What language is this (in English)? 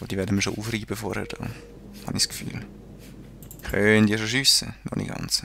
Swiss German